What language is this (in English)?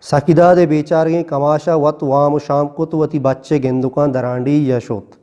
Eastern Balochi